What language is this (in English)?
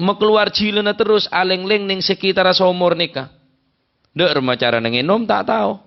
Madurese